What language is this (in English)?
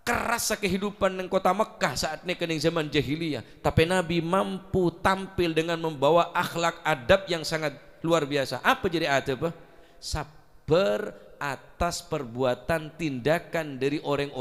Madurese